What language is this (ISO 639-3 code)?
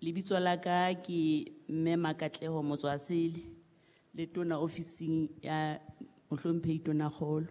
sot